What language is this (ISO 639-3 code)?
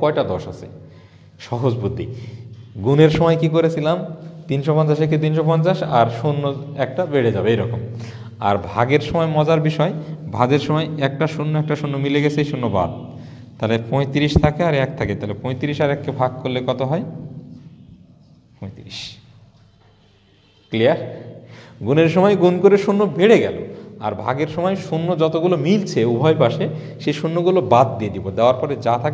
ben